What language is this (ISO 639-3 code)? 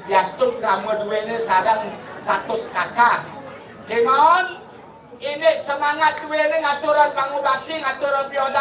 ban